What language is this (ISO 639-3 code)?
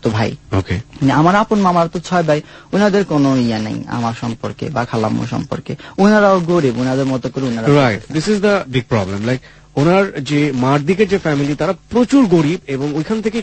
ben